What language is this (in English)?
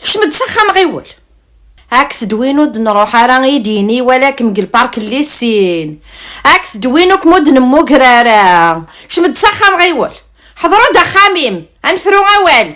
Kabyle